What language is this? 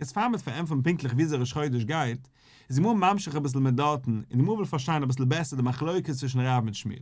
Yiddish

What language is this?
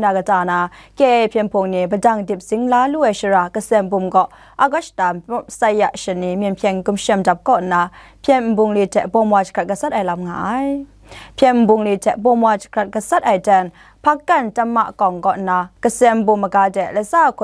Kachin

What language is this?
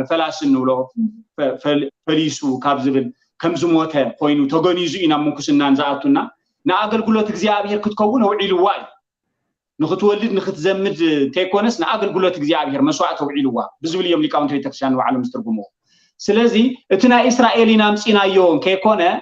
Tigrinya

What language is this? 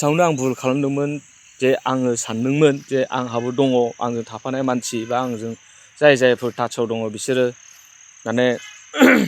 Bodo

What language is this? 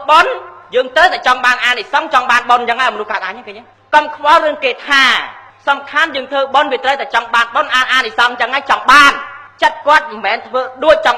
Khmer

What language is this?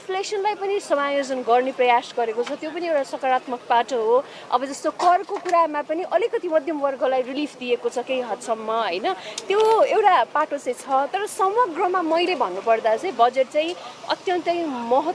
Nepali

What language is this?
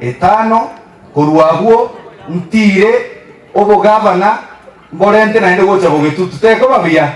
Gusii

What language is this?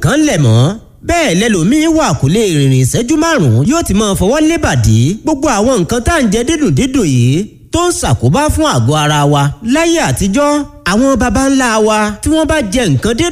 Yoruba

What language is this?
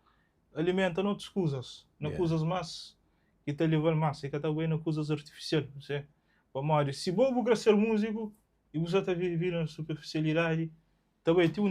Kabuverdianu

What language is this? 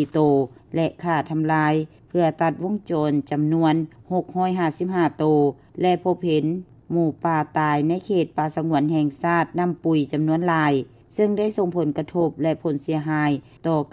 Lao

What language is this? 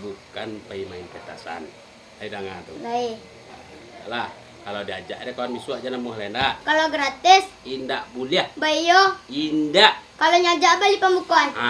Minangkabau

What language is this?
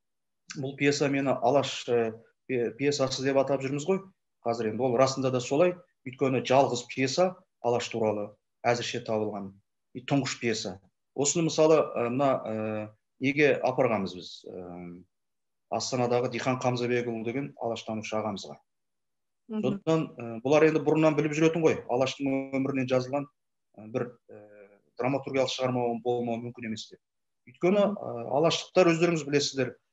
Kazakh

